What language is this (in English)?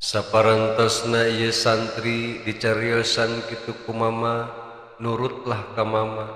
Sundanese